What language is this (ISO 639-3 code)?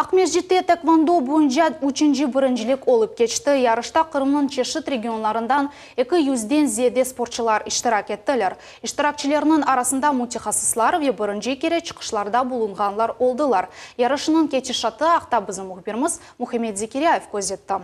crh